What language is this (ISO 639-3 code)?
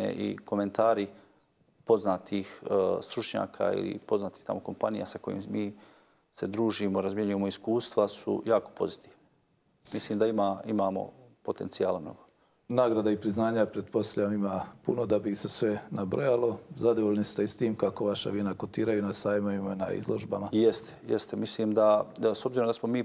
bos